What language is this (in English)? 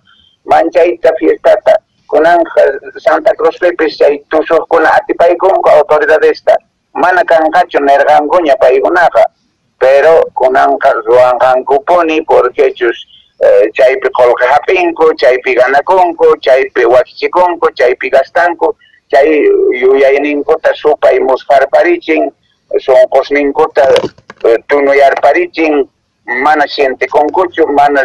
Quechua